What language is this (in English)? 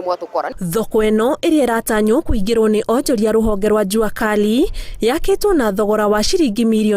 Kikuyu